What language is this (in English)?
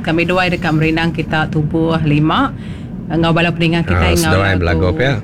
Iban